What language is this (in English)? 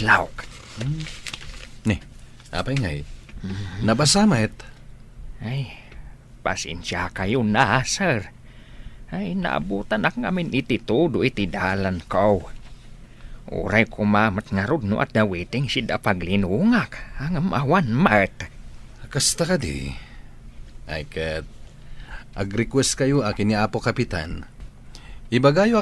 Iloko